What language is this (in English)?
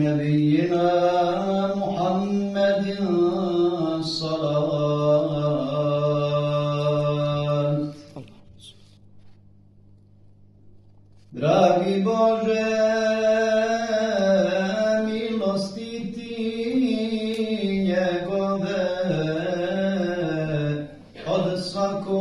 Bosnian